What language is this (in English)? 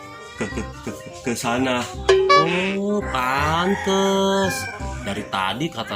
Betawi